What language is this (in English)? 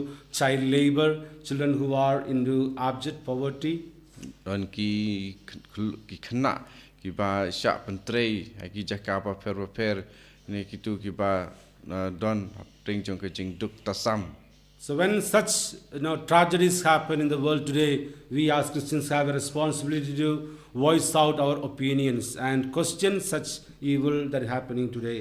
Khasi